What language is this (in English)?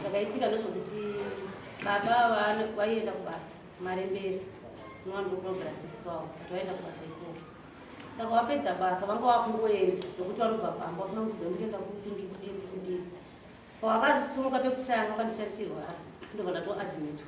Shona